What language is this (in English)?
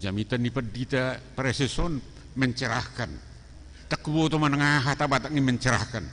Batak Toba